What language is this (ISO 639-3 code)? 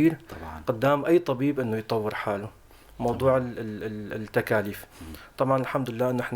apc